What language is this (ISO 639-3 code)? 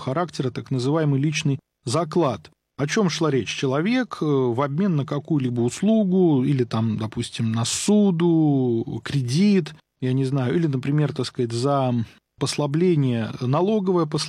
rus